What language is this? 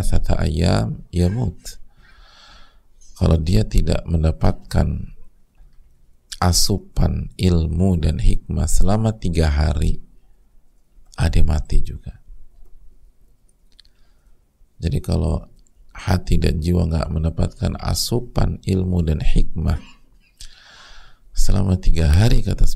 Indonesian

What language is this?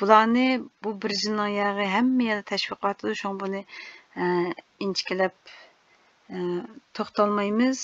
Uyghur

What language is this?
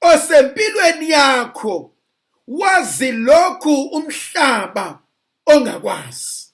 Zulu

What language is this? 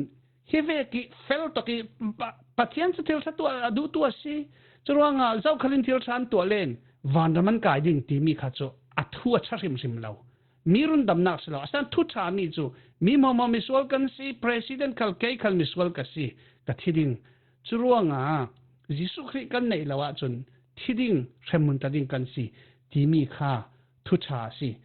Falam Chin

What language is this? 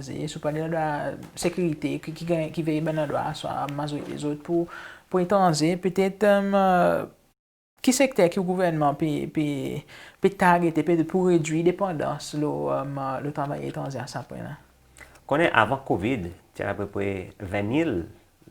Seselwa Creole French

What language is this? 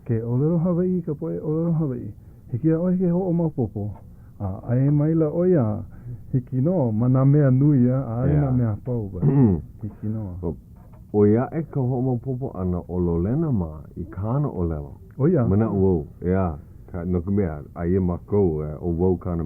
Hawaiian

